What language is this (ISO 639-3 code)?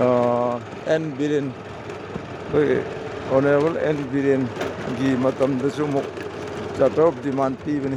mni